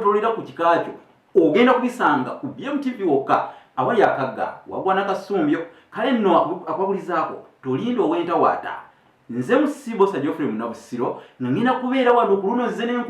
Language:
Ganda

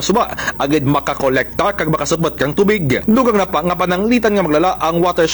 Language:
Kinaray-a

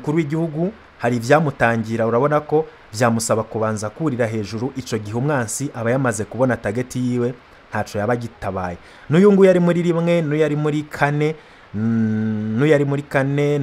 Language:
Rundi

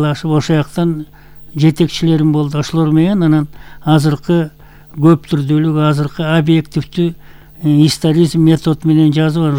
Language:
Kyrgyz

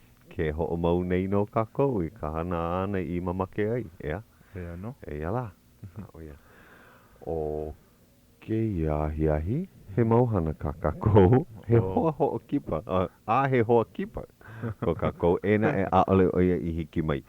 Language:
Hawaiian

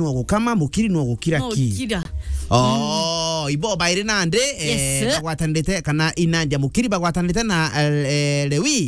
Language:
Meru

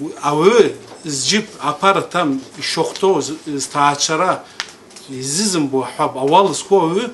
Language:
Abkhazian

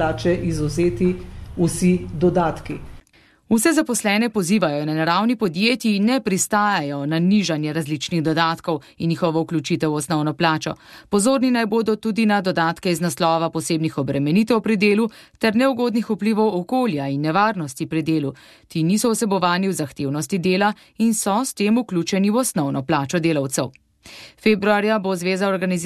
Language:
Slovenian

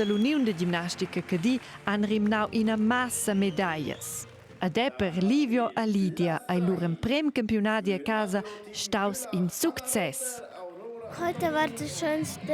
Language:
Romansh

